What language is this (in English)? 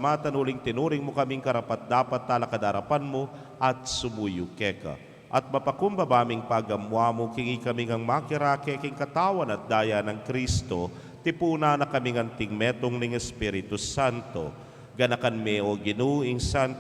Pampanga